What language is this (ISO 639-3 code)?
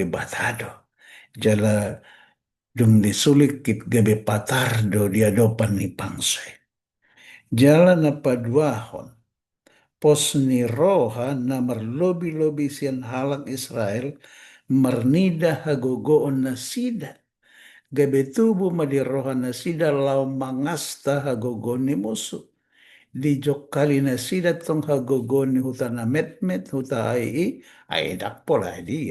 bbc